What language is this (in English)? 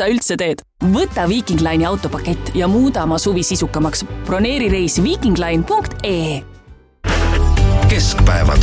Estonian